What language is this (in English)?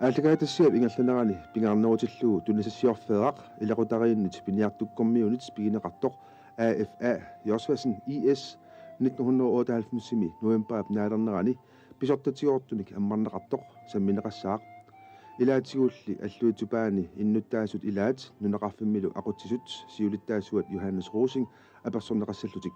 Kalaallisut